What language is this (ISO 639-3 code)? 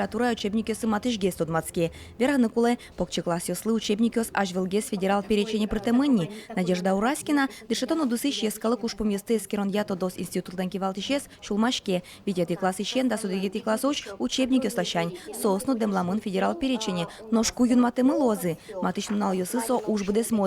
udm